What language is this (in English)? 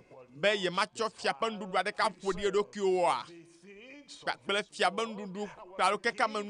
Ewe